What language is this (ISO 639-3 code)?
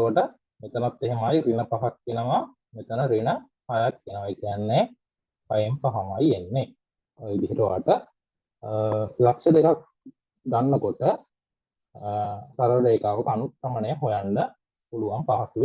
sin